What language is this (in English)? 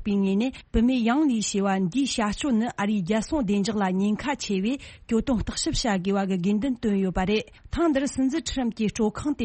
Tibetan